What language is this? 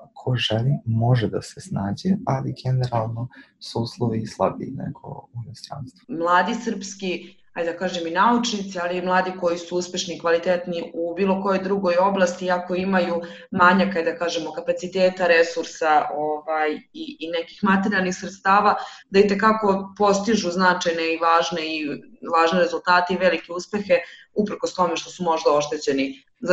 Serbian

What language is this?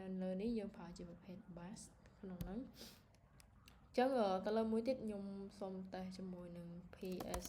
Khmer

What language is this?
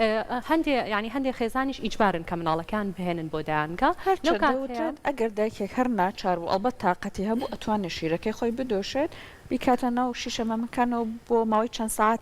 Central Kurdish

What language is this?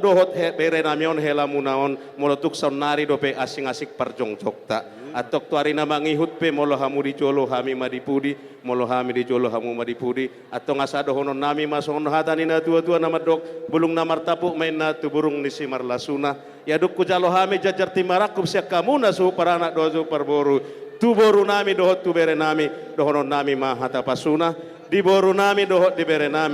Batak Toba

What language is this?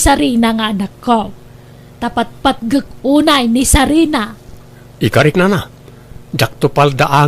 Iloko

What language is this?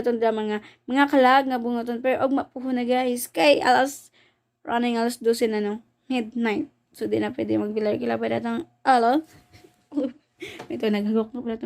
Cebuano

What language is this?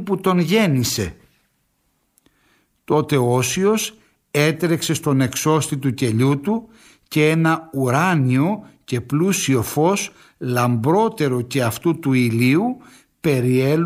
Greek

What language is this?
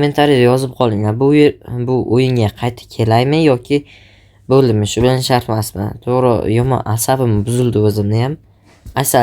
Uzbek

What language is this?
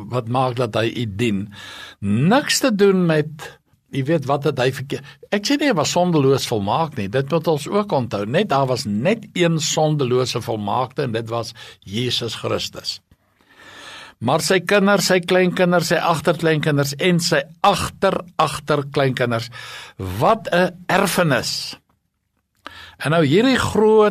Afrikaans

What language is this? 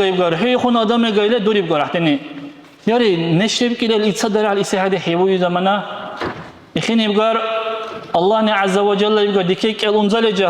Dargwa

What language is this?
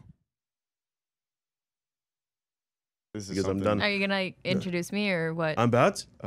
English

